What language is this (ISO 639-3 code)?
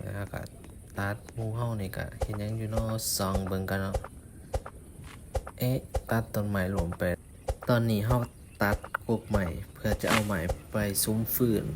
lao